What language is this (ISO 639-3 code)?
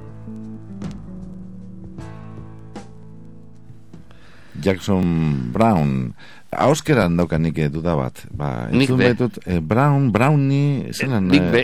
eus